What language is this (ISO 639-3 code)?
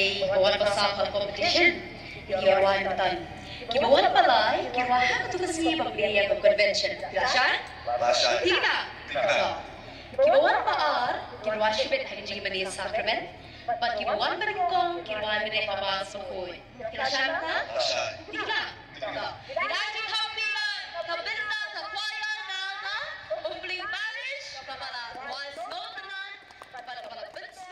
kha